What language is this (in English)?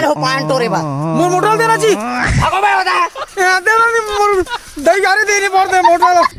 Chhattisgarhi